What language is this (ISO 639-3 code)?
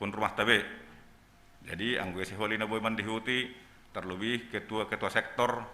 bts